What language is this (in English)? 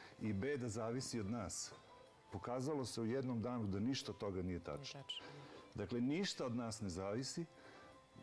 Serbian